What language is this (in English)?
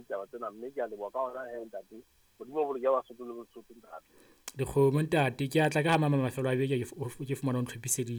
Southern Sotho